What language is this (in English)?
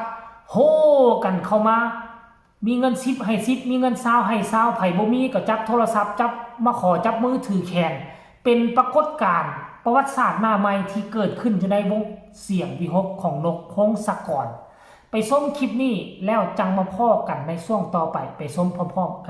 Northeastern Thai